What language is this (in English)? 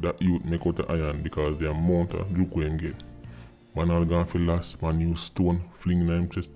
Jamaican Creole English